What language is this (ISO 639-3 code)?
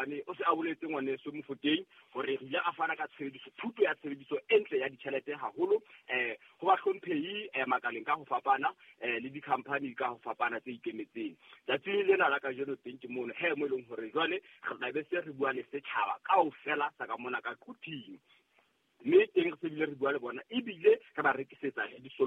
sot